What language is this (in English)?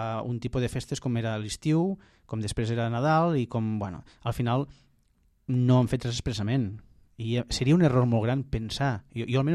Catalan